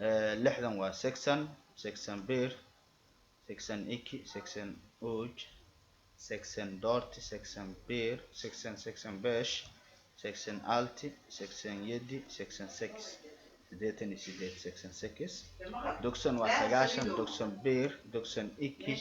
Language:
Somali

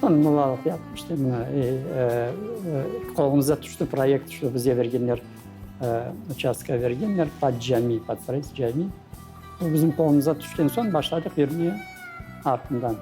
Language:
Crimean Tatar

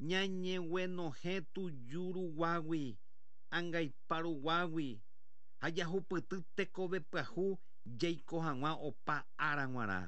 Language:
Guarani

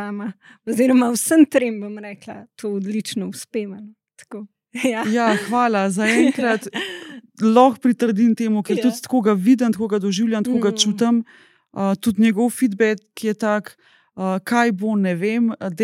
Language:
Slovenian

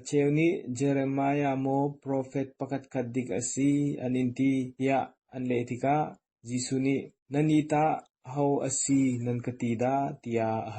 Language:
Hakha Chin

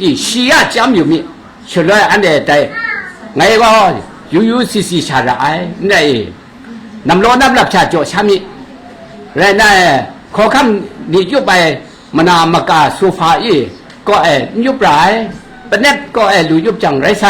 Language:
Kachin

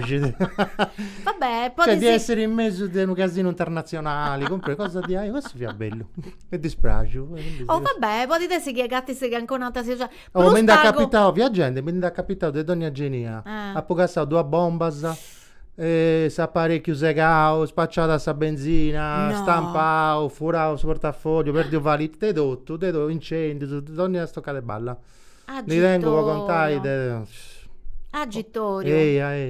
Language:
Sardinian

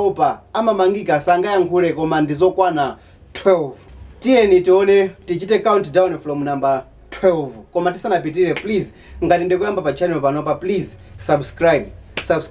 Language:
Nyanja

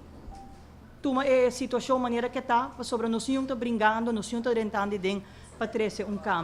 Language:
Papiamento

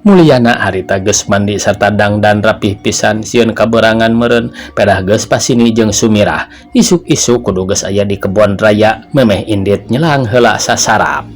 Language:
Sundanese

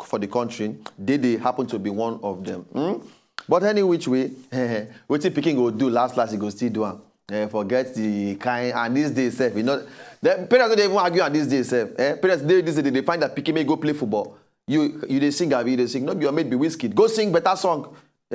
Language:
Nigerian Pidgin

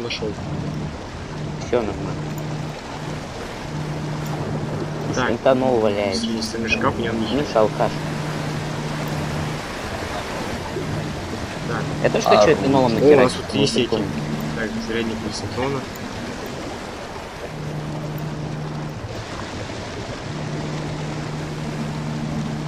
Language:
Russian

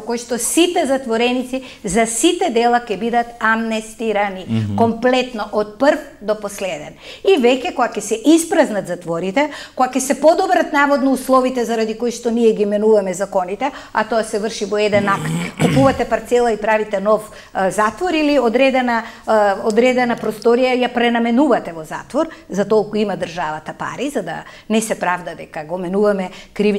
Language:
Macedonian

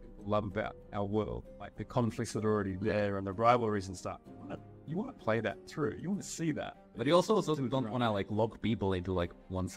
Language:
English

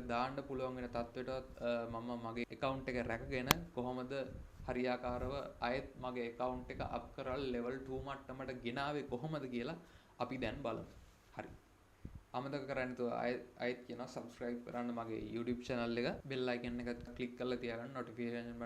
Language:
Sinhala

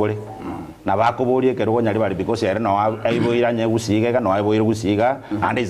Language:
Gusii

